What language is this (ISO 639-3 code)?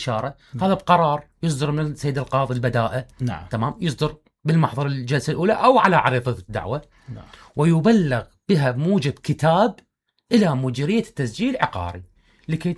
acm